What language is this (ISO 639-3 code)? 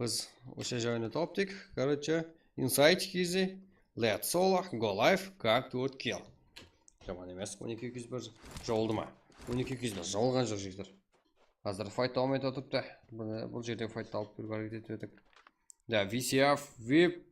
kaa